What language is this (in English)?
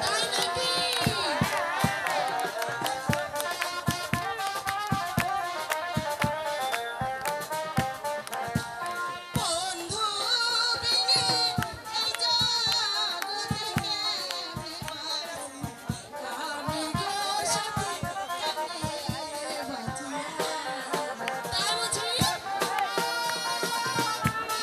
Bangla